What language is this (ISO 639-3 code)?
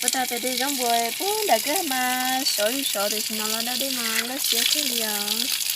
hmn